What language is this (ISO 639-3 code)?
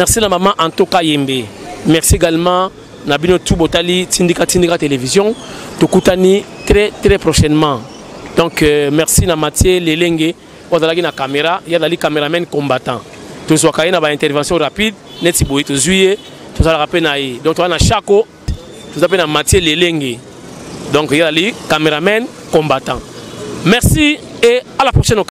lin